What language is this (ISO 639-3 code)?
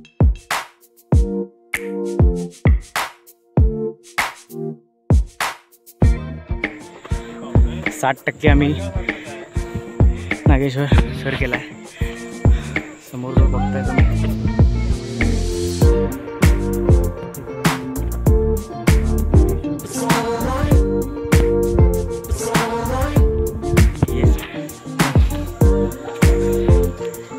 mar